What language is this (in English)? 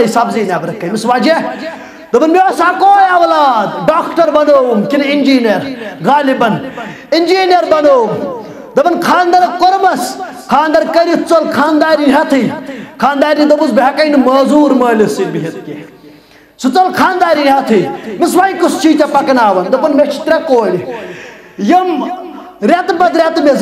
Kashmiri